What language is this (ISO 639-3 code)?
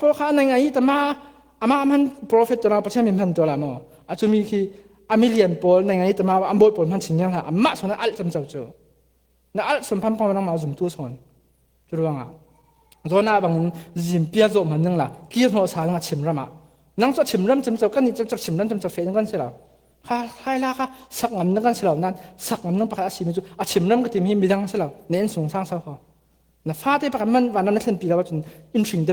cfm